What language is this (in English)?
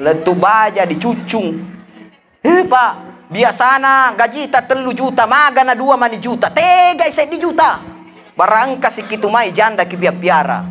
Buginese